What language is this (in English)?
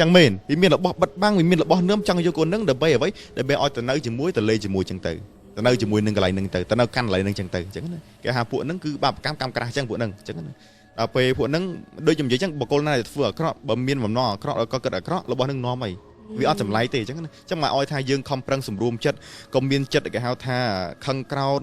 Khmer